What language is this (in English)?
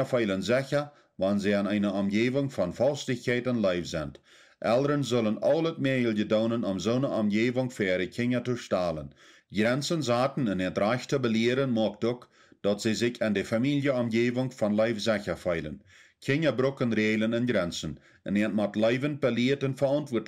Plautdietsch